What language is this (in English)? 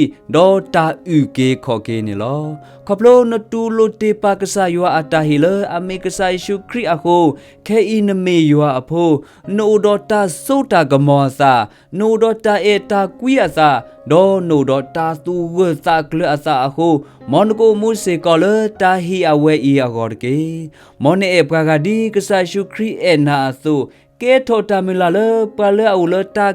S'gaw Karen